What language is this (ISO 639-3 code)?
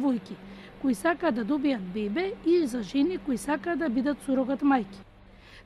mkd